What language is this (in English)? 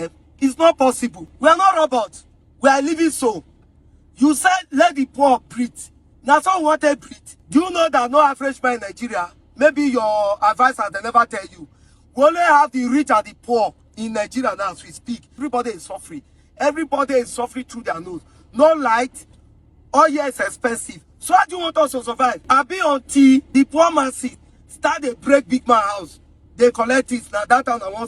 Nigerian Pidgin